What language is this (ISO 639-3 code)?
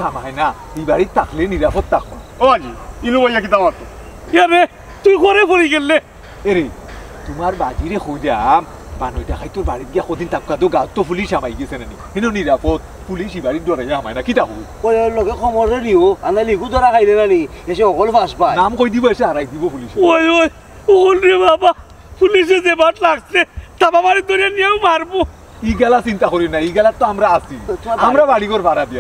syl